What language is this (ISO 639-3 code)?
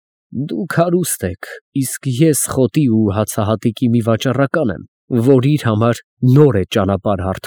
hye